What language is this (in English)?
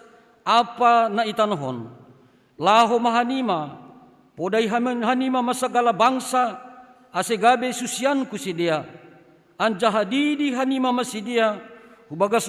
Batak Simalungun